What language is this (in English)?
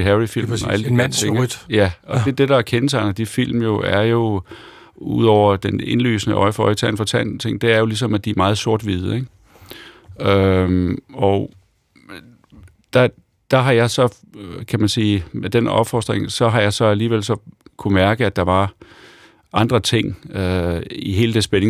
Danish